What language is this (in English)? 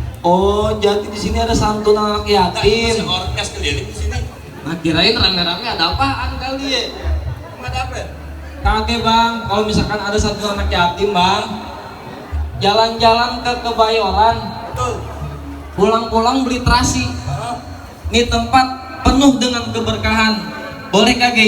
Betawi